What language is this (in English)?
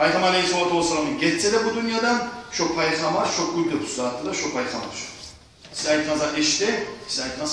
Kumyk